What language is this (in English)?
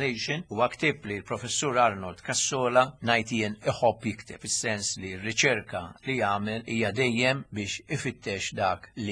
Maltese